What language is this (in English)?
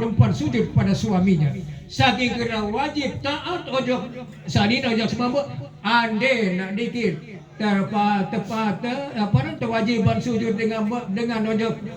Sasak